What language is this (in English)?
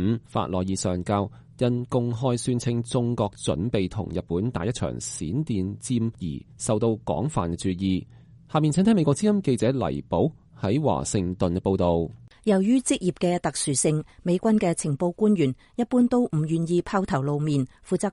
Cantonese